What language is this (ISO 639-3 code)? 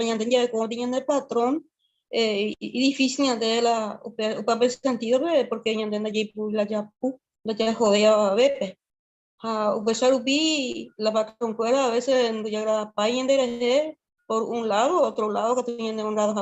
grn